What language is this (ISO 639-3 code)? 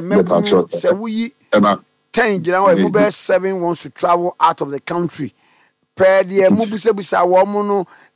aka